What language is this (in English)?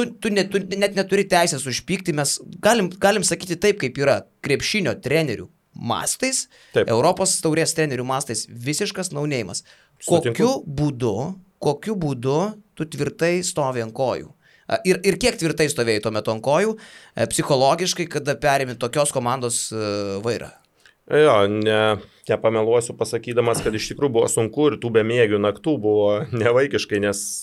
Lithuanian